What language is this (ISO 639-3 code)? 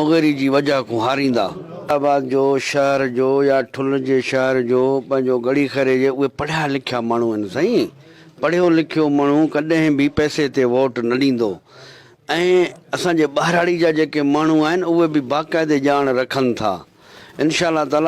snd